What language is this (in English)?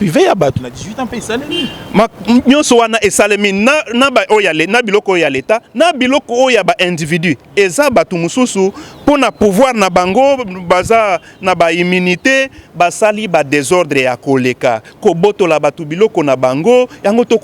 Lingala